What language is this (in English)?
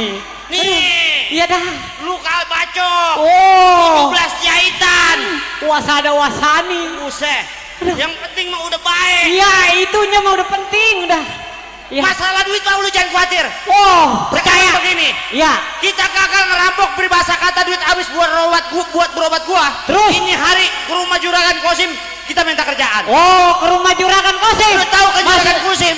Betawi